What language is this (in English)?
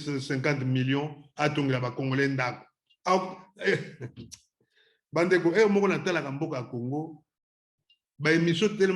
Lingala